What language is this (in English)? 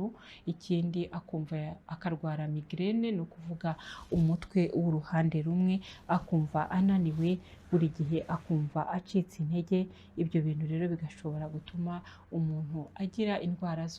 Kinyarwanda